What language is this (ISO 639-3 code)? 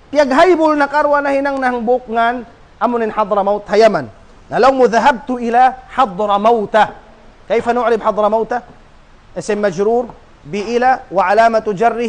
tsg